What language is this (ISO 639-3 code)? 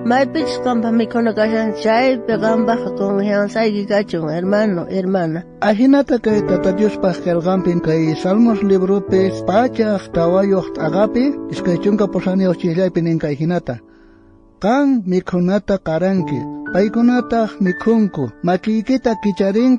quh